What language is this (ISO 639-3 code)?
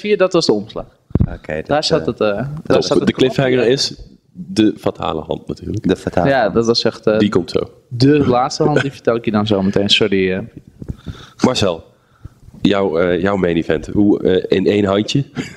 nld